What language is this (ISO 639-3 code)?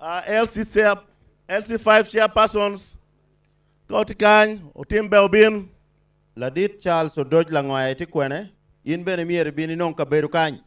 ach